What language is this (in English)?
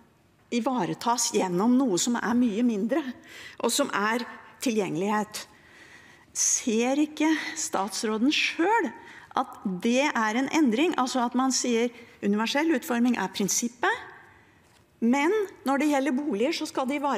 Norwegian